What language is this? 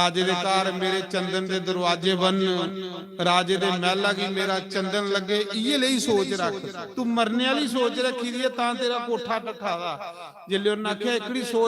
Dogri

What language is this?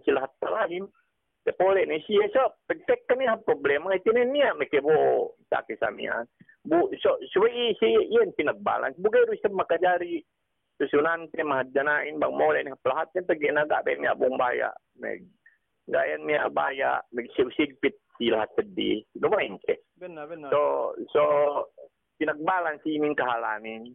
Yakan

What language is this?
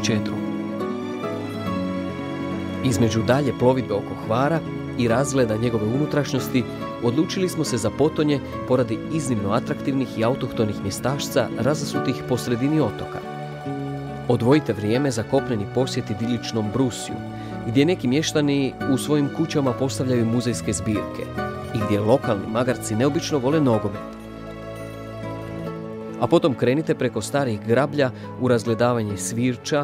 Croatian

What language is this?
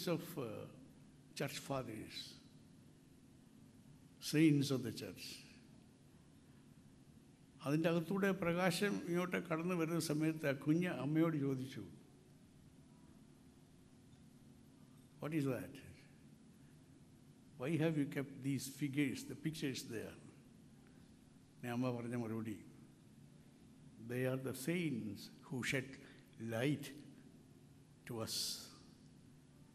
Malayalam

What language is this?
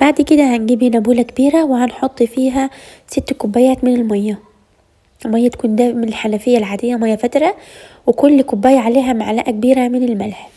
Egyptian Arabic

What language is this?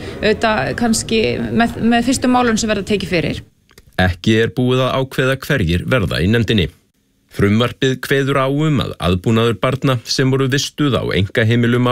Icelandic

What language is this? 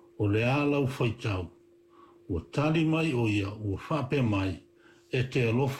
Samoan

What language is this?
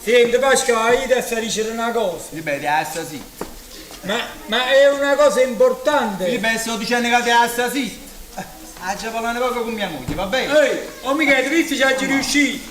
Neapolitan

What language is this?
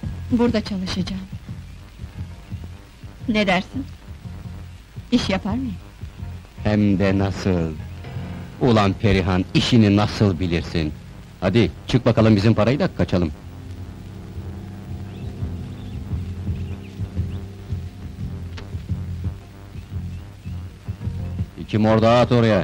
Turkish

